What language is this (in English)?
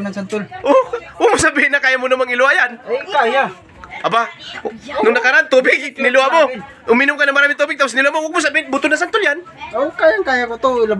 Filipino